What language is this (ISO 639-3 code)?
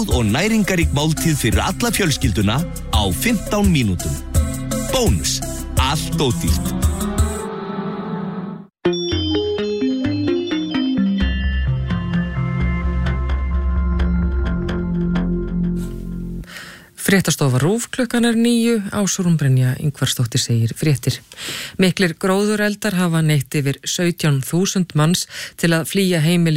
isl